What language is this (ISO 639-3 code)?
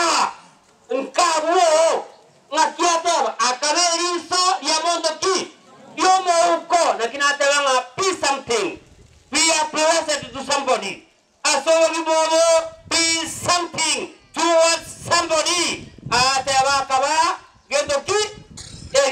guz